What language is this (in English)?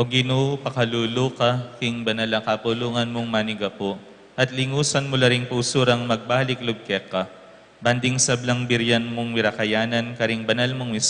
Pampanga